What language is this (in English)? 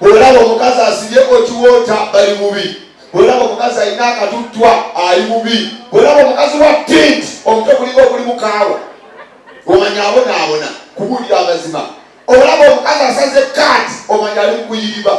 Ganda